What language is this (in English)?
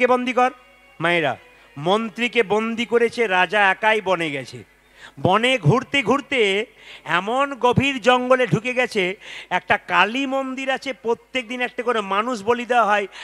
Bangla